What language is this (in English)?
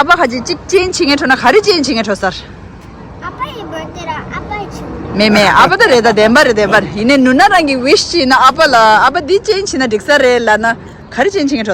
Tibetan